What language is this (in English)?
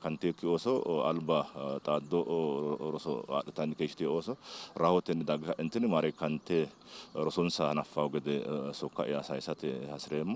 Sidamo